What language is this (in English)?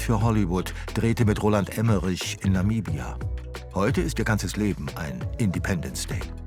Bavarian